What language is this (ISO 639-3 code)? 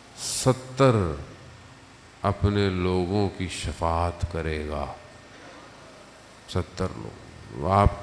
urd